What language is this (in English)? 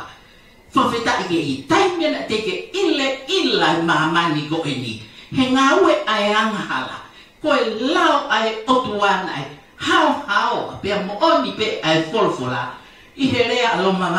Tongan